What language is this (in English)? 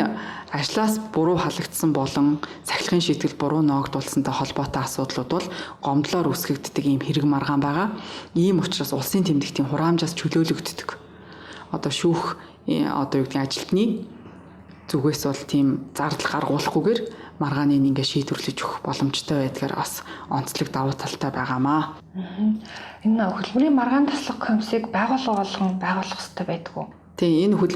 Mongolian